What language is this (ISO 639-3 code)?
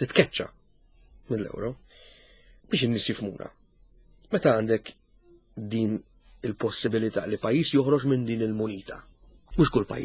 mlt